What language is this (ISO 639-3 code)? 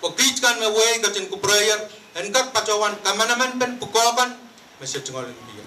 pon